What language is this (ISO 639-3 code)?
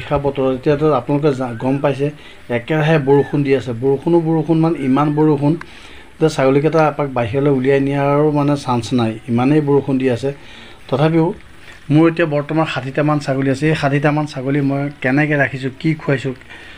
asm